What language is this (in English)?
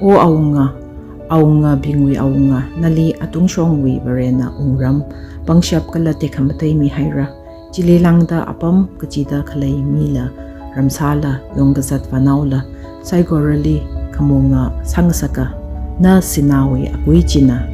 Tangkhul Naga (India)